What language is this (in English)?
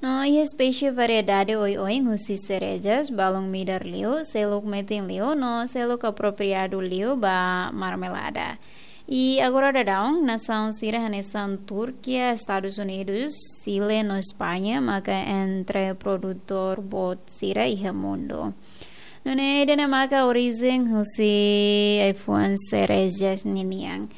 Tetum